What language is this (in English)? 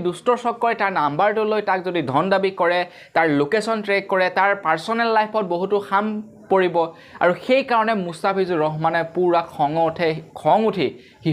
Assamese